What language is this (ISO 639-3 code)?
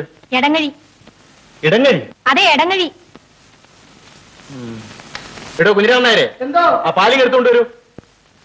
mal